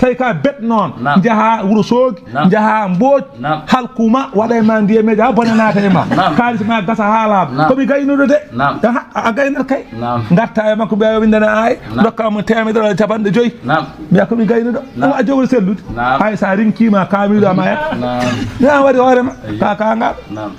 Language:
Fula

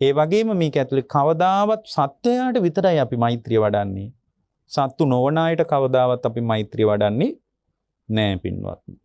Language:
Sinhala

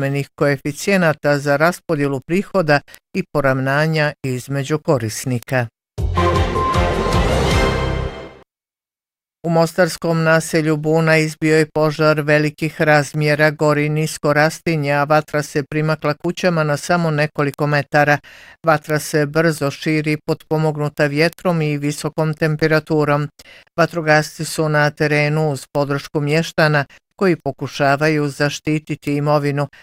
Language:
Bosnian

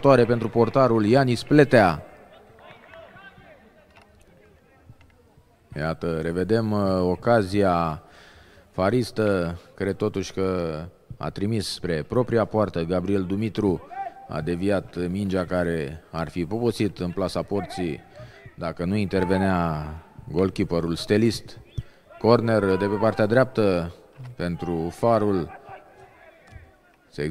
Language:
Romanian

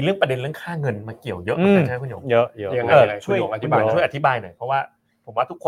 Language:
Thai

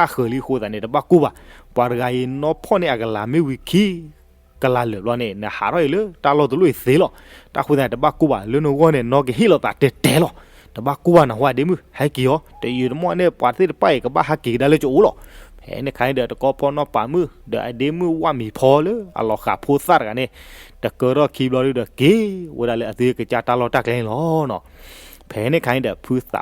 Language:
S'gaw Karen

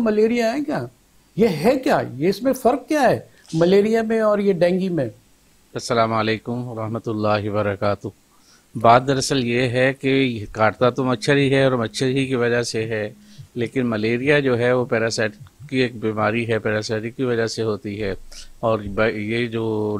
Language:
Urdu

